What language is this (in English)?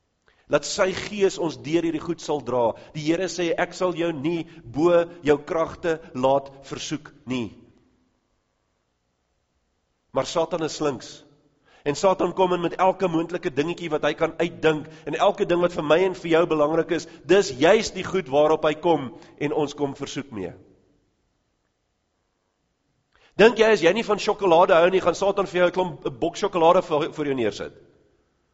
Afrikaans